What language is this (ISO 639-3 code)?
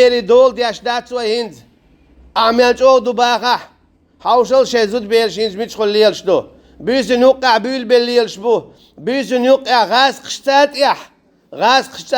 che